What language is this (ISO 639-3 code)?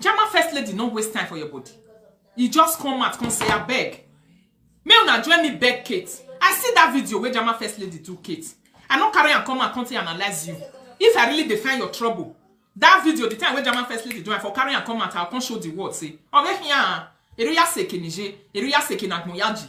pcm